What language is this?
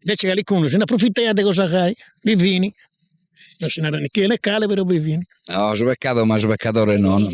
Sardinian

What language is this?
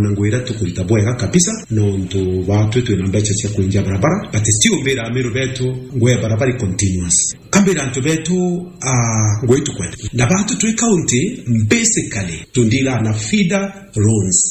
Meru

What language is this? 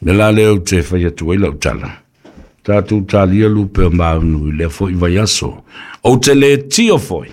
Samoan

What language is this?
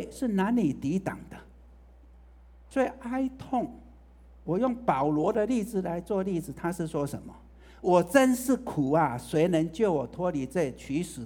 Chinese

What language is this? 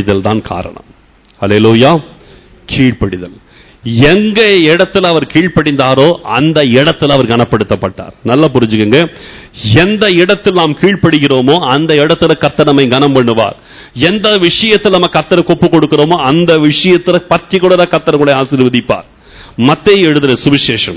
Tamil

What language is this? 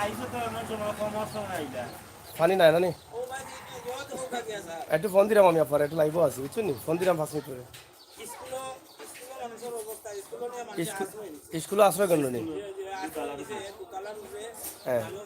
Sylheti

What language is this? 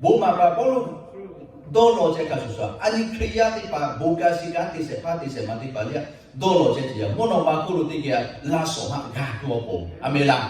Lahu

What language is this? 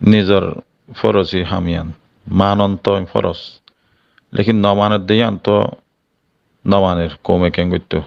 Rohingya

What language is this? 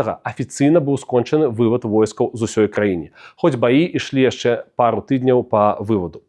Belarusian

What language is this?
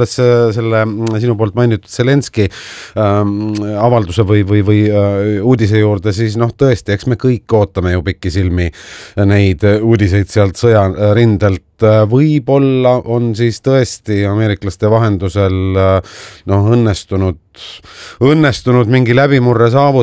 Estonian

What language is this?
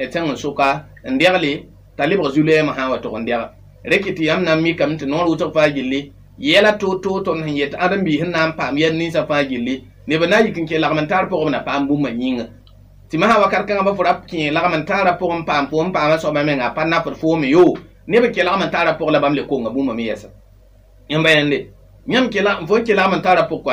Mossi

